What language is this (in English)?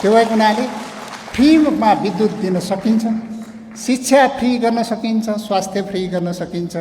Nepali